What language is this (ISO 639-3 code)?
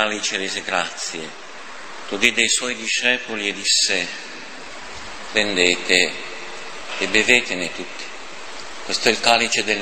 ita